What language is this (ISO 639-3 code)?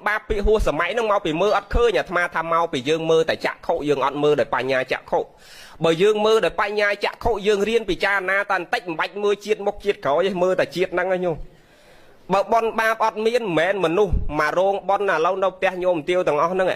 khm